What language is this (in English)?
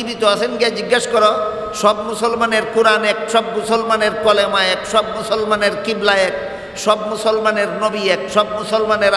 Bangla